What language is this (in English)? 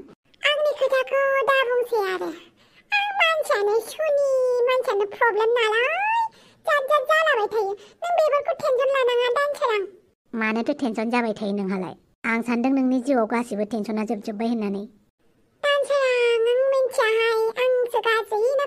Bodo